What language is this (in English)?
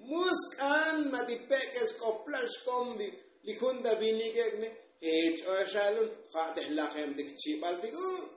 Tzotzil